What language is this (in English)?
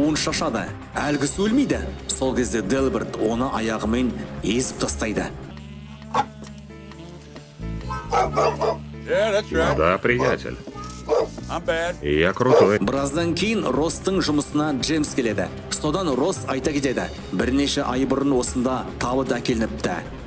Kazakh